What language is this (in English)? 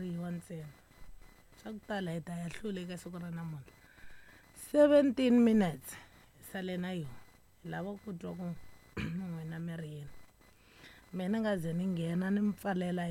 Tsonga